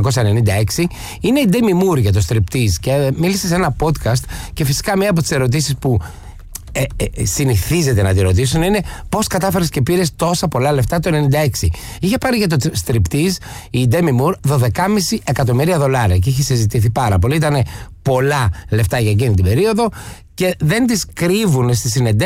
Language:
Greek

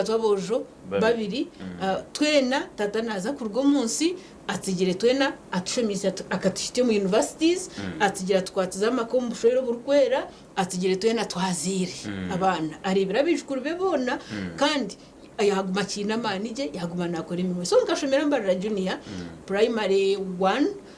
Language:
Nyankole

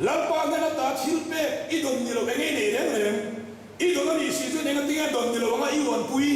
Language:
Mizo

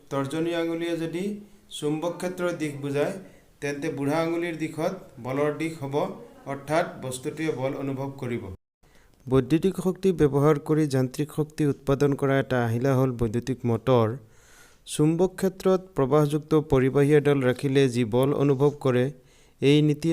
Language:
Assamese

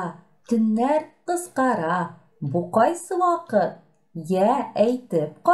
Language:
Tatar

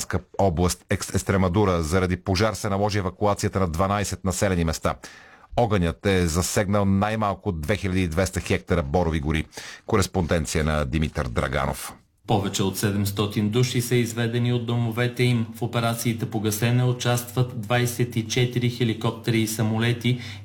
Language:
Bulgarian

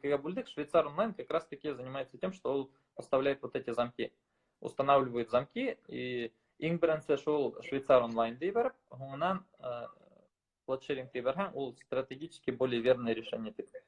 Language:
Bashkir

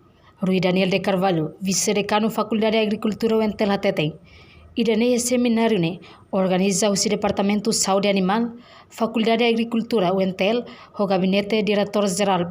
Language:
Tetum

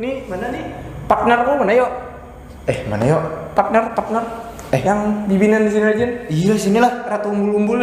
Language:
Banjar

